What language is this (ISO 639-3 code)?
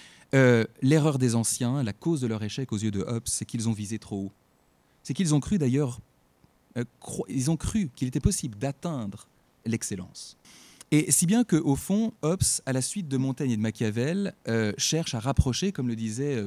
fra